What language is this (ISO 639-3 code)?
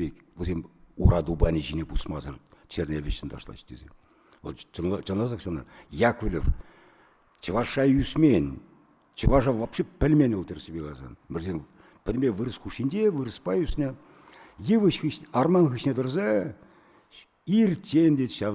chv